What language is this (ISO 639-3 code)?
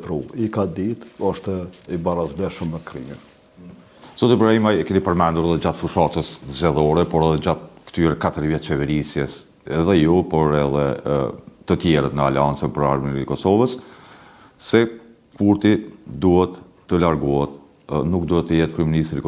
sqi